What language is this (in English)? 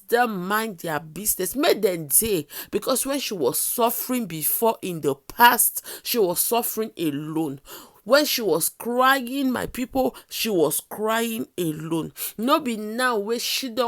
Nigerian Pidgin